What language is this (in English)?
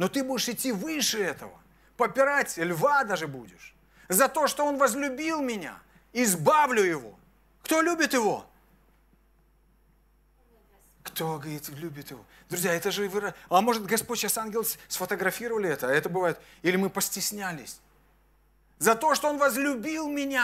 Russian